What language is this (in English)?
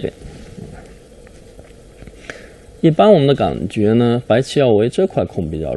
Chinese